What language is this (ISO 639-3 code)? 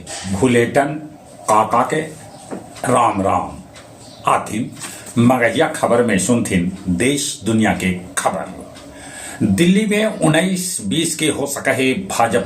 mag